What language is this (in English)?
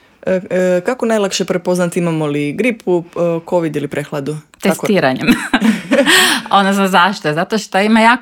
Croatian